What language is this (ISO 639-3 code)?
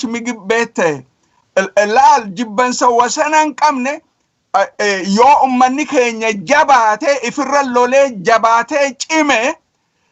orm